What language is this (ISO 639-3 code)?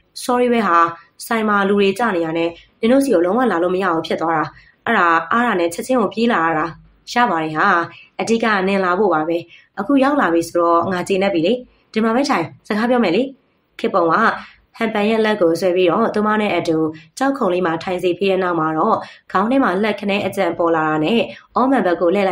mya